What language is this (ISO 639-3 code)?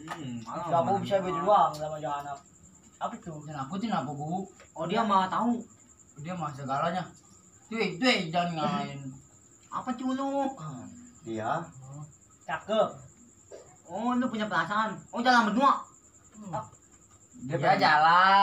bew